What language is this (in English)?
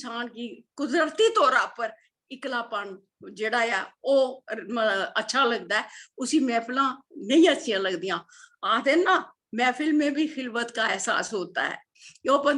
Dogri